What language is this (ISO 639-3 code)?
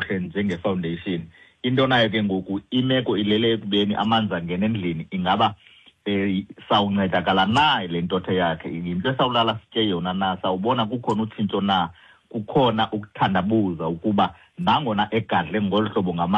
xho